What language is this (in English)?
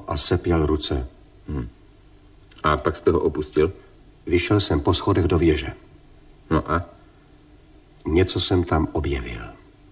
Czech